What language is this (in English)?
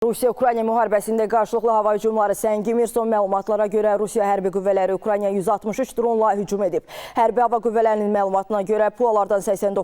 Azerbaijani